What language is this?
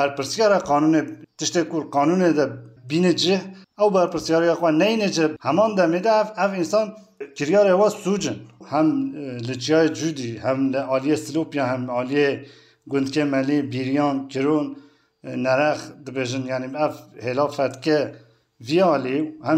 Kurdish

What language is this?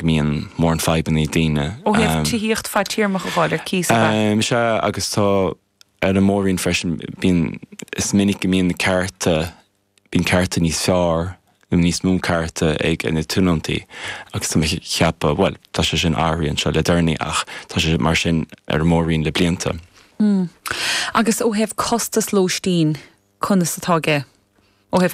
Irish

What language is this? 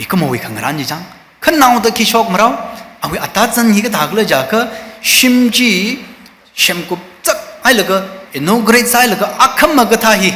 Tangkhul Naga (India)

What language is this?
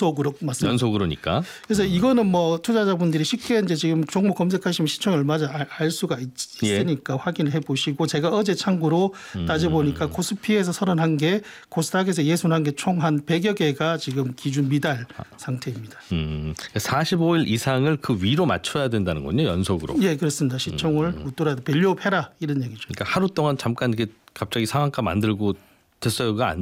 Korean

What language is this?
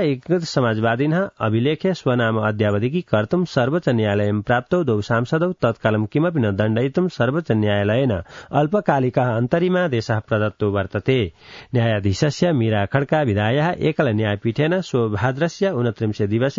Sanskrit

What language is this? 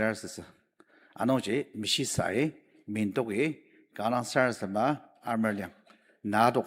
Ao Naga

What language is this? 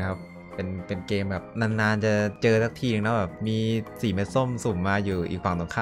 Thai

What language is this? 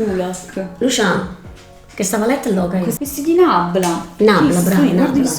Neapolitan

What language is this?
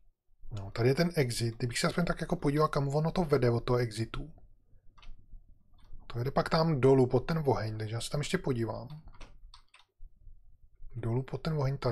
Czech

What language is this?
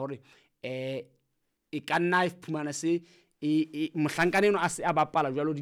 Southern Sotho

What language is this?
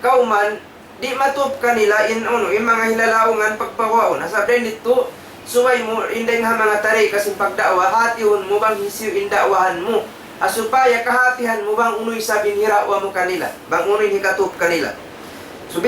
Tausug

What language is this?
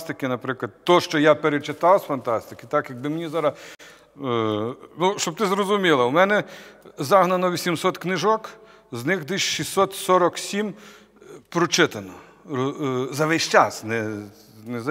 Ukrainian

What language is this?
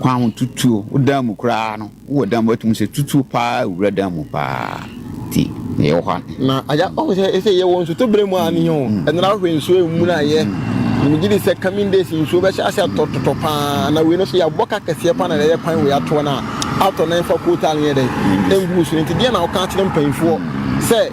Akan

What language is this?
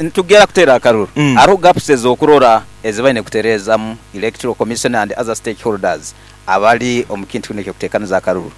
Nyankole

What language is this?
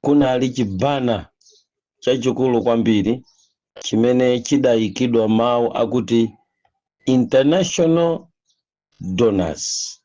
Nyanja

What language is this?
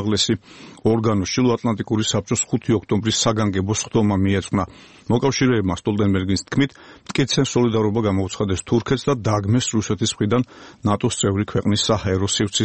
Georgian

